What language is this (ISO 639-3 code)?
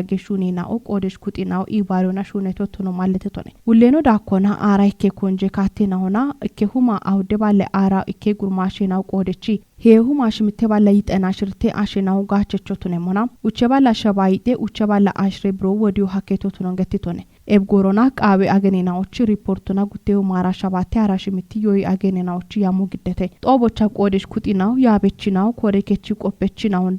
kbr